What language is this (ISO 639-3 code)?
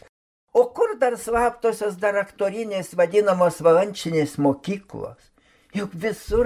lit